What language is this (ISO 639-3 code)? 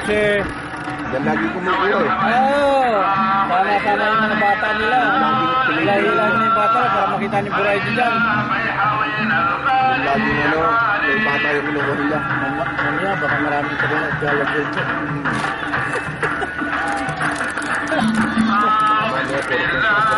fil